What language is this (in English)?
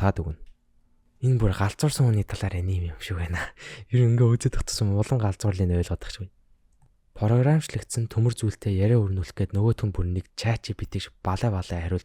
Mongolian